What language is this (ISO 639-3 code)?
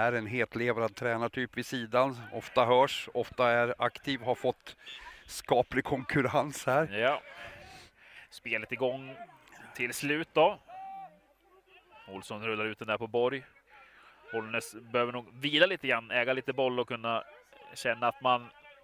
swe